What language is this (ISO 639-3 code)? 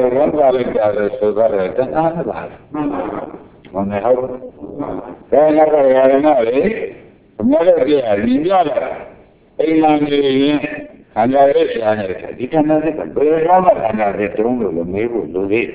mya